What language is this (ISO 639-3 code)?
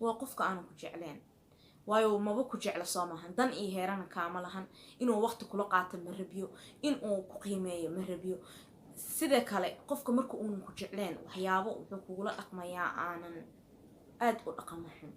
som